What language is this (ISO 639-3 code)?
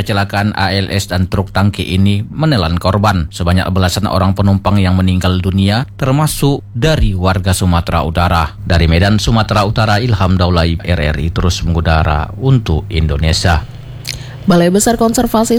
ind